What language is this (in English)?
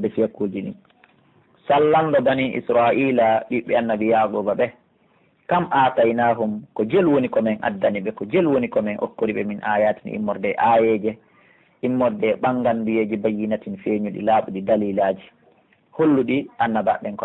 Pular